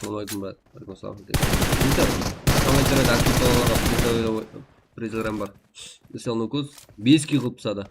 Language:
Kara-Kalpak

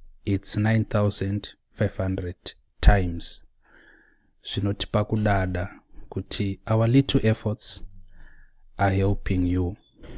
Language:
Shona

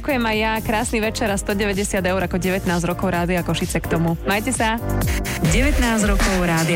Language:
Slovak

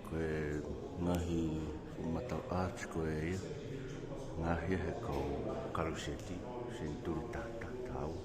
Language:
Tongan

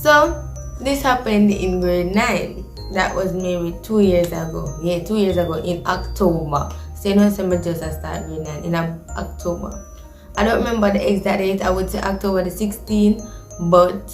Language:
Jamaican Creole English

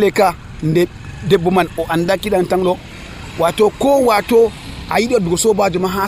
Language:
Nigerian Fulfulde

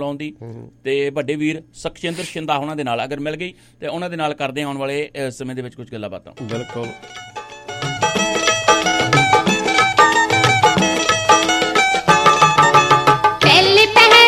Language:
Punjabi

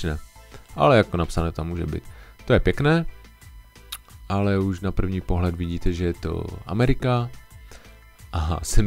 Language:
Czech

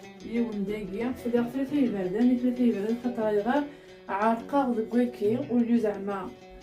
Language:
Kabyle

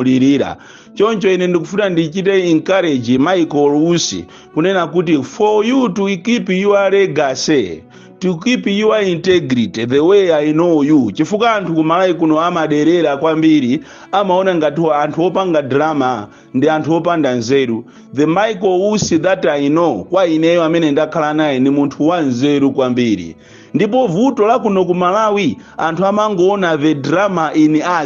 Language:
Nyanja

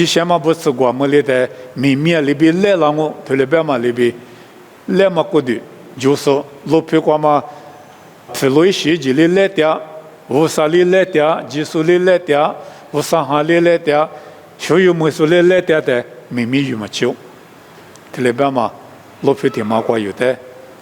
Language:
Lisu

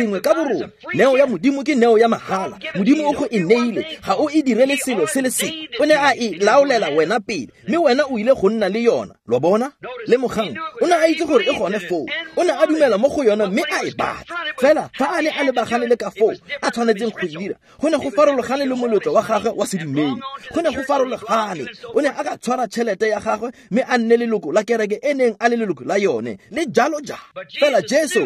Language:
Tswana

